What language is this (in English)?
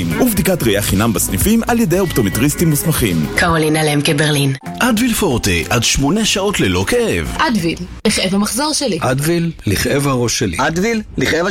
Hebrew